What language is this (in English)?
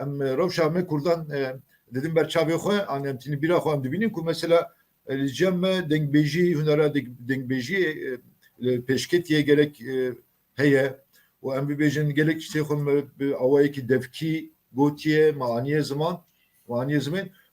Kurdish